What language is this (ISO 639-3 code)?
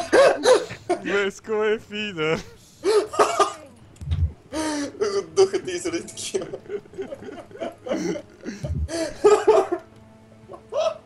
bul